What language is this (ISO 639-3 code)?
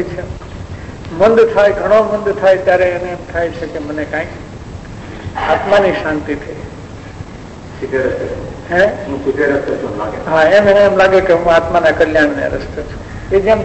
guj